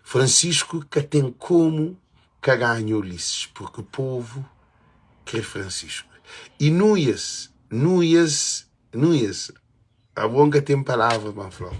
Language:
Kabuverdianu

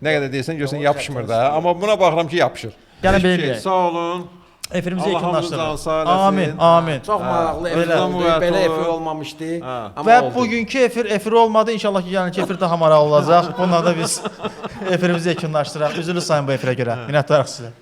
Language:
Azerbaijani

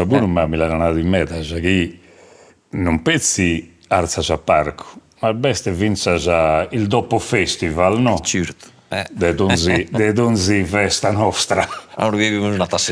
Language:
Sardinian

